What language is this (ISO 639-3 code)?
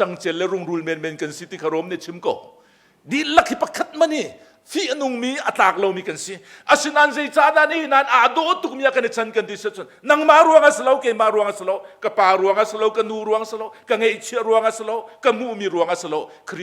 cnh